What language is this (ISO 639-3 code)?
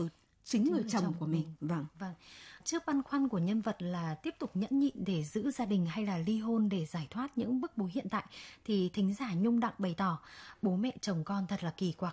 vie